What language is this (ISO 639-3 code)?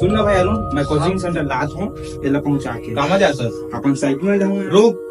hne